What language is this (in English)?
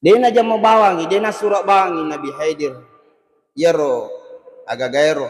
Buginese